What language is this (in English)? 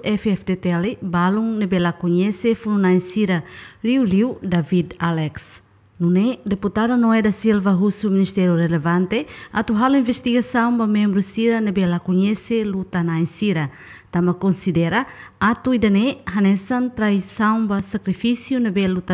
Tetum